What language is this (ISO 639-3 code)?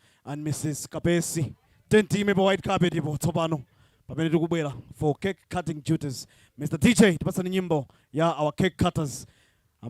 nya